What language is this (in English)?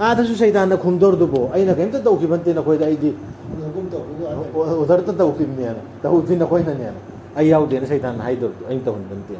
Manipuri